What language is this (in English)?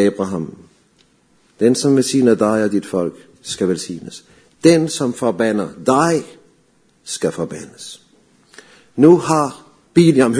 Danish